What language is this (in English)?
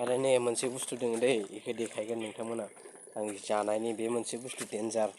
Bodo